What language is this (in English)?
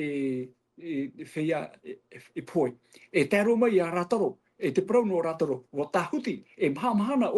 Tahitian